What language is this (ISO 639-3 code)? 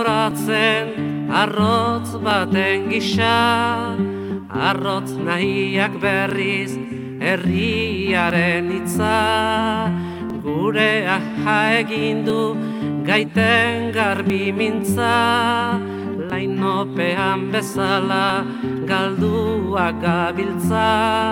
eus